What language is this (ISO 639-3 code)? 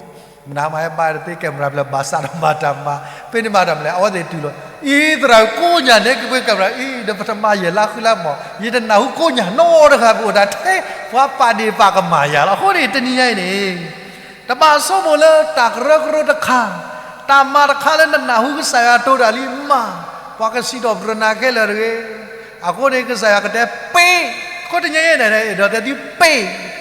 ksw